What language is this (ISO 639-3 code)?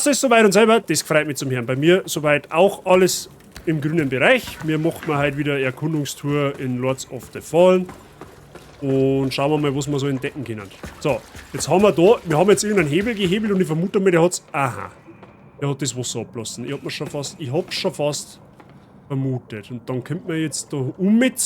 bar